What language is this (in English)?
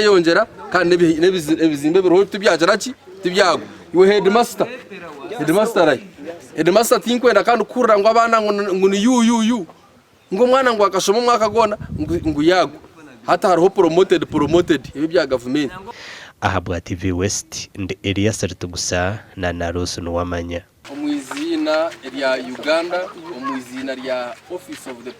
Nyankole